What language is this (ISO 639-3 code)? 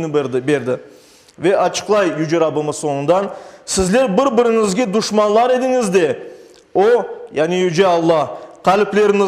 crh